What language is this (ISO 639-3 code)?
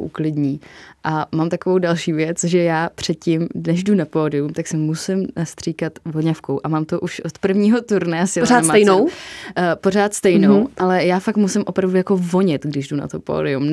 ces